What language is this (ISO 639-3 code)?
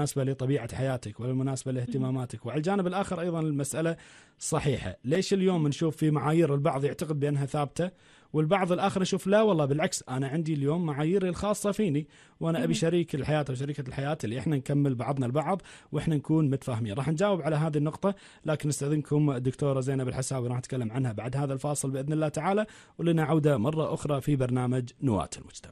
afb